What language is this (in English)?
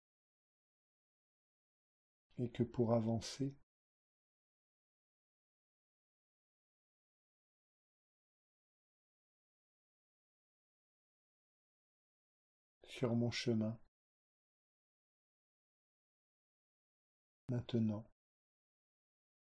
French